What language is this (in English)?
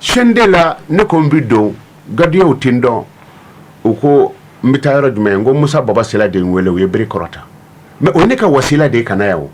Bambara